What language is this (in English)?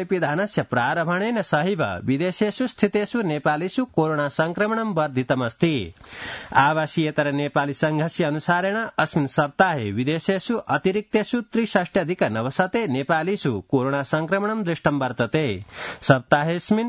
Sanskrit